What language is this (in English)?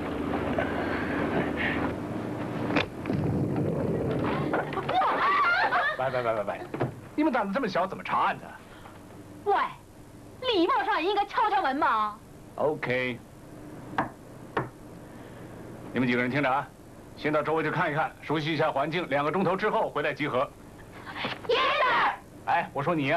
Chinese